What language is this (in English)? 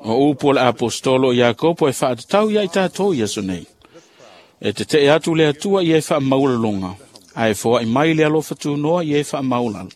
Samoan